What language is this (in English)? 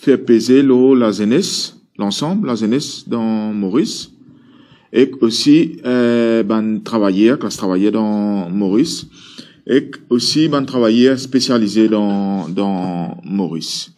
Morisyen